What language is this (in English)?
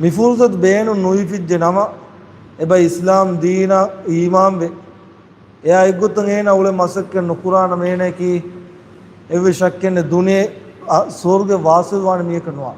Divehi